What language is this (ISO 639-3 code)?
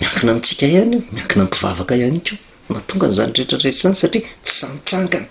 mlg